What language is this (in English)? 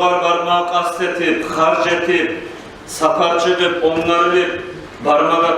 Kumyk